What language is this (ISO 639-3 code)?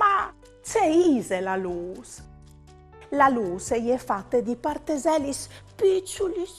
fur